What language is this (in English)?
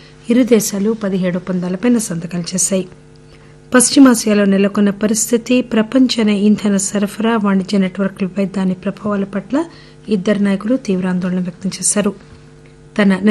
Telugu